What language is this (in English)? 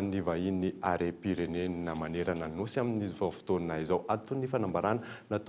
Malagasy